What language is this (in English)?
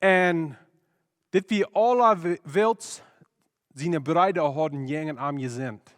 Plautdietsch